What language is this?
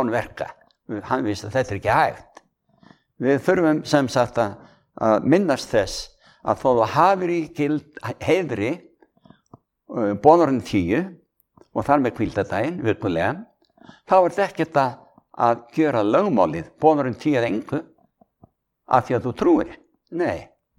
Icelandic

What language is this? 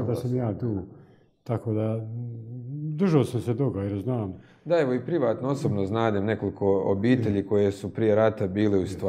Croatian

